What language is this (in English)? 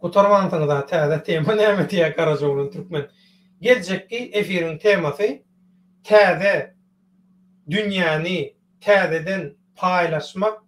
Turkmen